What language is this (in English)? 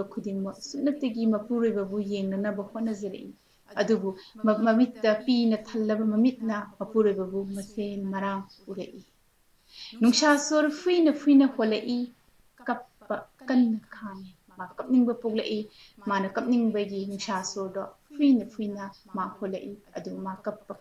Manipuri